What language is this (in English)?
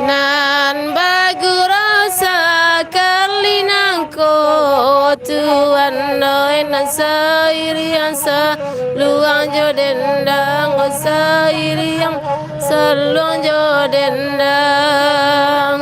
Minangkabau